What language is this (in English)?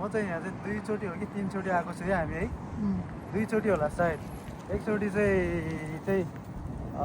Nepali